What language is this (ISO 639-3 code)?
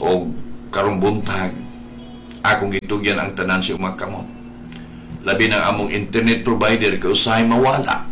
ceb